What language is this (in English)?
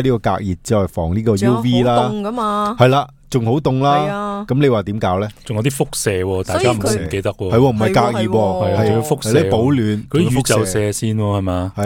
Cantonese